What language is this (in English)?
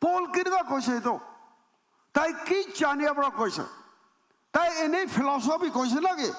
Naga Pidgin